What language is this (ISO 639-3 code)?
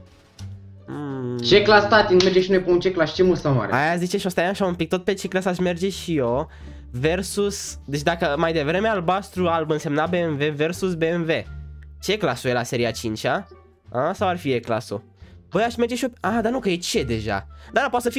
ron